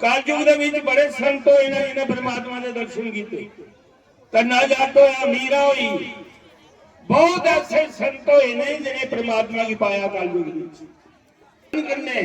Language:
Dogri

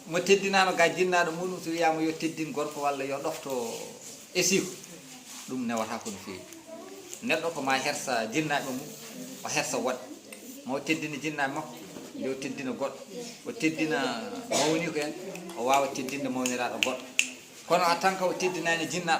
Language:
Fula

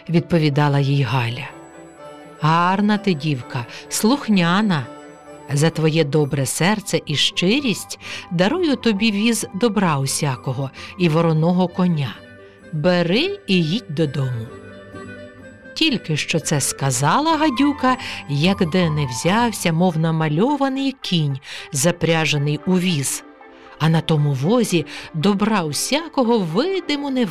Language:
Ukrainian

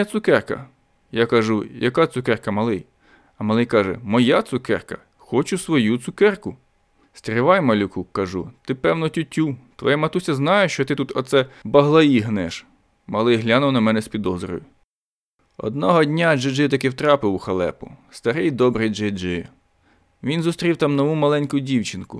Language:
Ukrainian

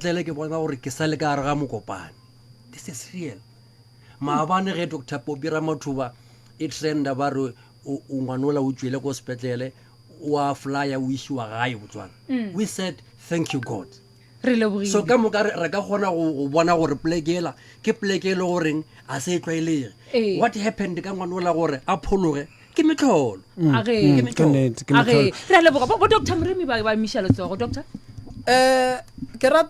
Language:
Northern Sotho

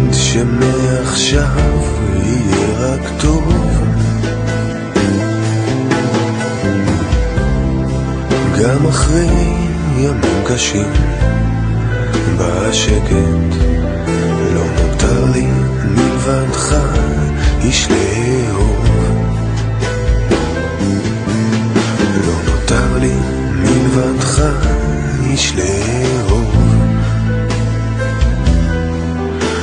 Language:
Hebrew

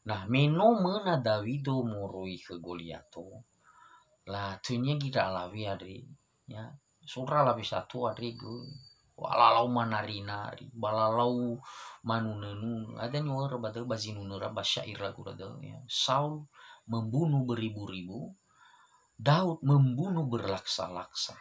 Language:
Nias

